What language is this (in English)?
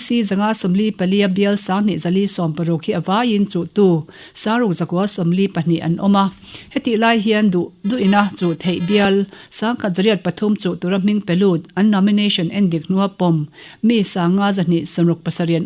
Mizo